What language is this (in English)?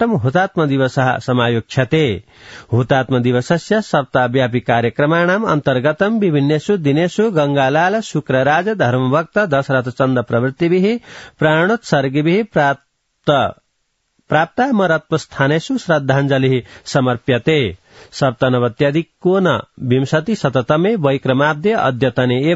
Sanskrit